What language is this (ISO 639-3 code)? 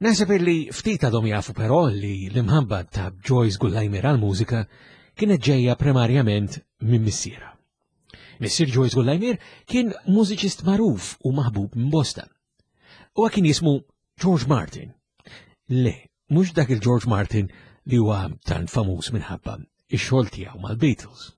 mlt